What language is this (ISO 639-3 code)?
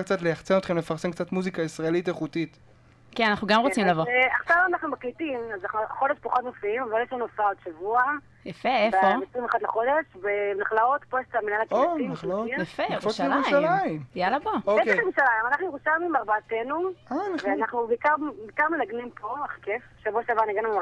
heb